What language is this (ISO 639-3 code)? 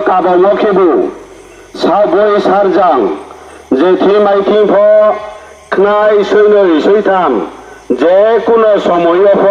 ria